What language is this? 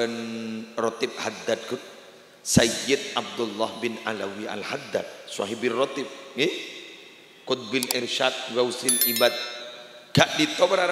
Madurese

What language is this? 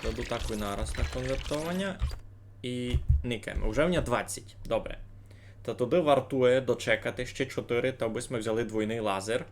Rusyn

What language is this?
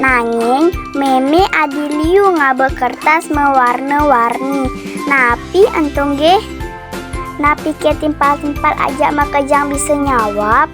Balinese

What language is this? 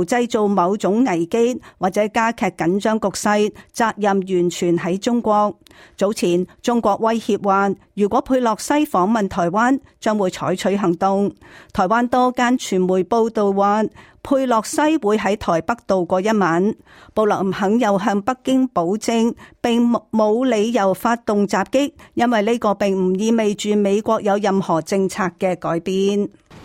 Cantonese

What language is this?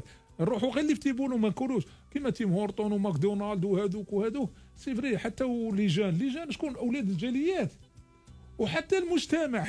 Algerian Arabic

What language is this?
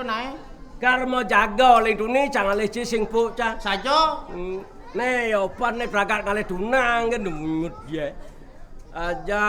Balinese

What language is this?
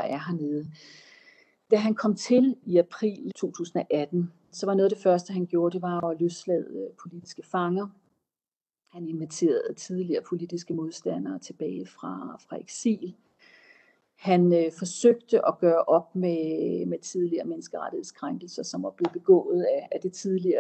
Danish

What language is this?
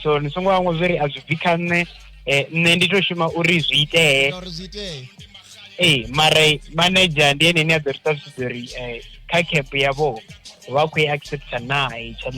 Venda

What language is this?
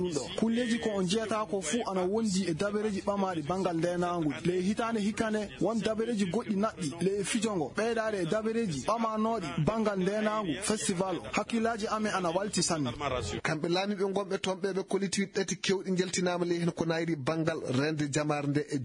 Fula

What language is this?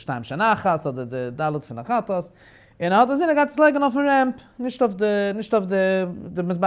Yiddish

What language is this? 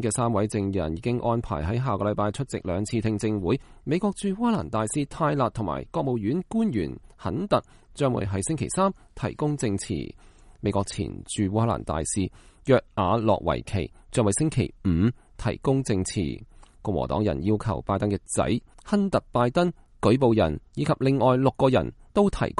Cantonese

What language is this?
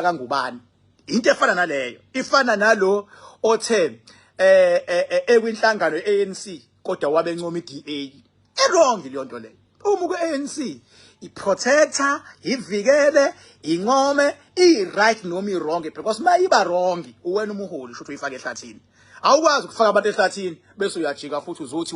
Zulu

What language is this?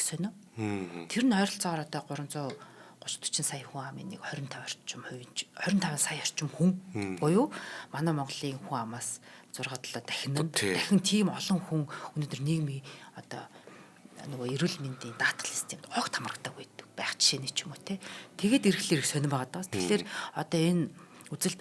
Mongolian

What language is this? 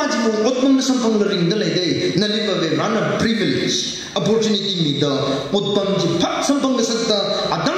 Tangkhul Naga (India)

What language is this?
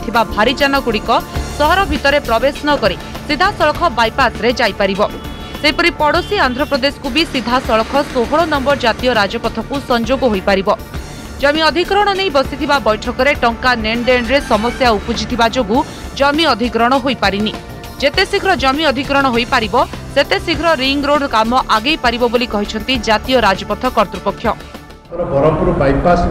Odia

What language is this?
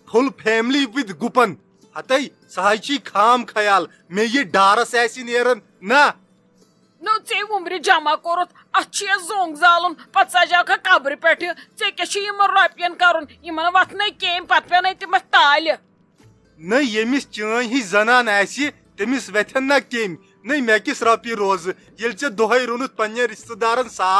Kashmiri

